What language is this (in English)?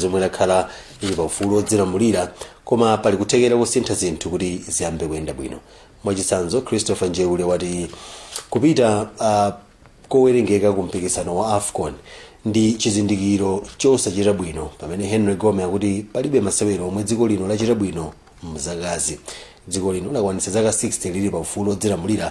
Nyanja